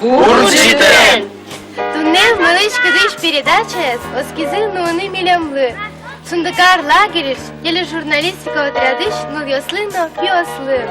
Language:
Udmurt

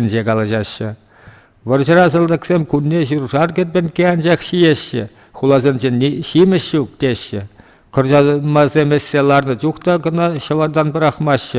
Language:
Chuvash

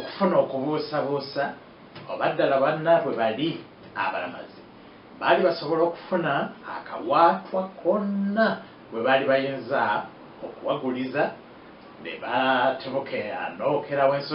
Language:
Ganda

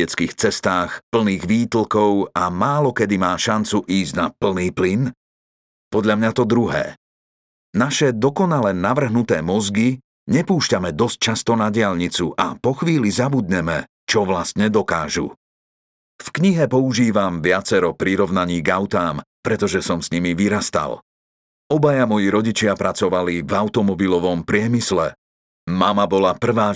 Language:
Slovak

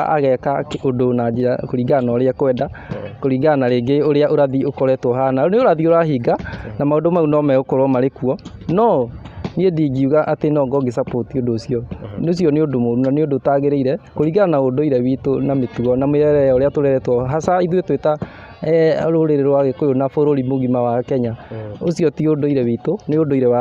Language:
Kikuyu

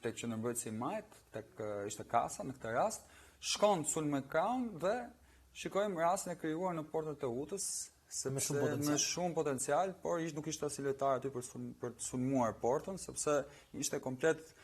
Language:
Albanian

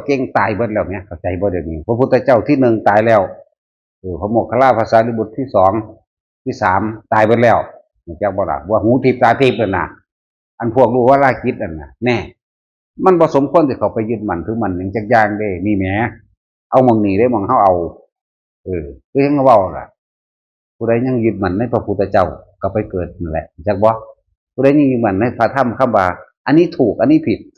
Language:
Northeastern Thai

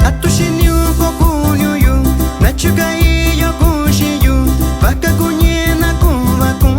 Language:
Metlatónoc Mixtec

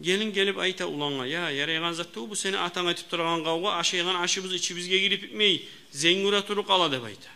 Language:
Kumyk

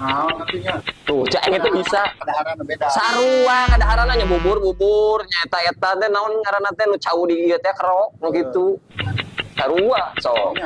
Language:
Sundanese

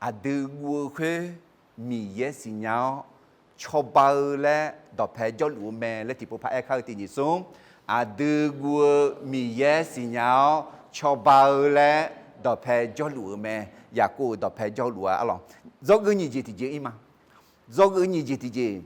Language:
Akha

